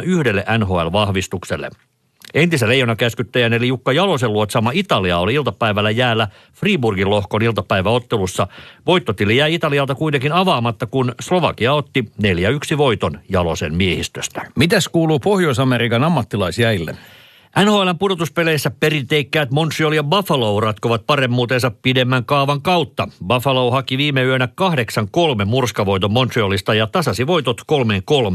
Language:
Finnish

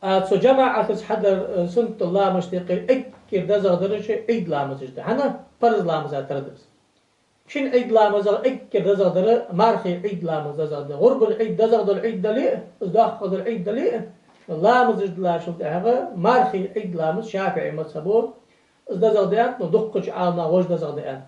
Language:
Ingush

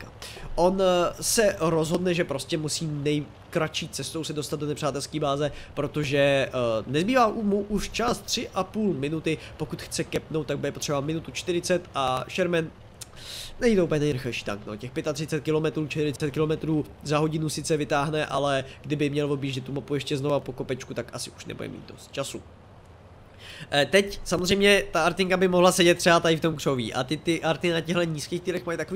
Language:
Czech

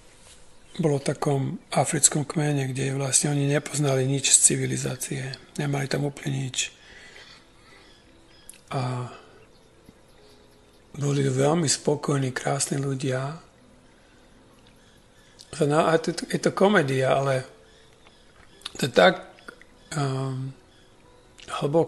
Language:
Slovak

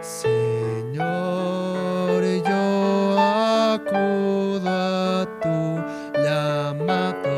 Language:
Aymara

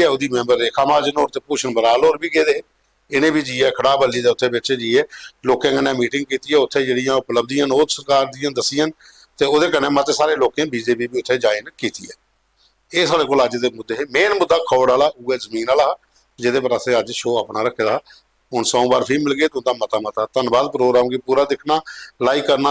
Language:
Dogri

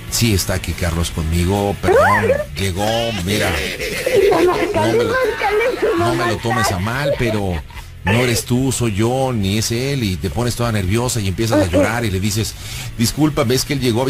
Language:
Spanish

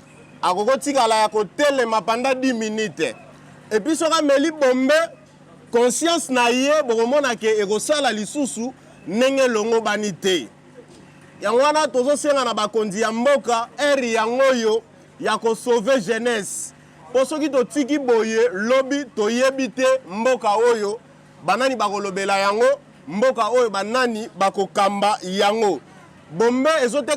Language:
Lingala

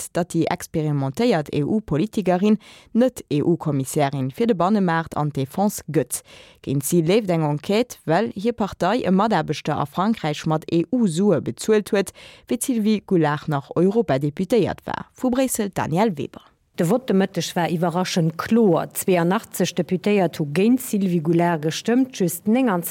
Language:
Luxembourgish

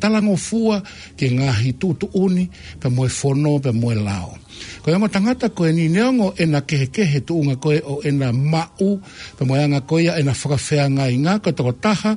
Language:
Tongan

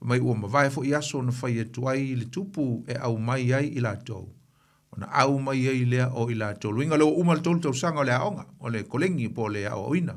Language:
Samoan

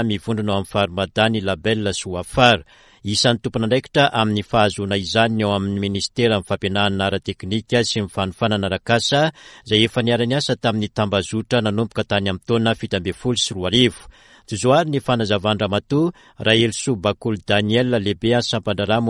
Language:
Malagasy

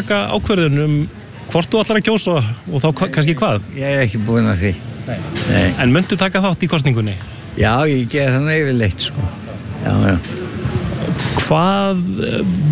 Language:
Icelandic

